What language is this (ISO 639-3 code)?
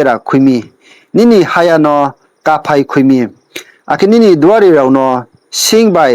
ria